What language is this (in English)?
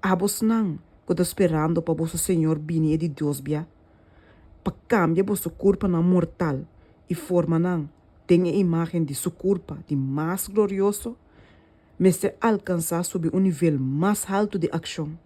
Papiamento